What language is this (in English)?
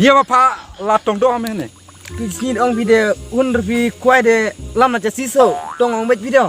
Khasi